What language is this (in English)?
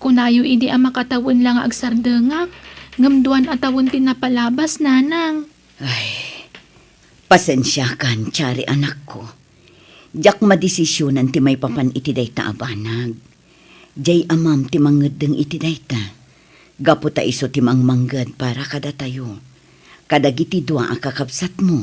Iloko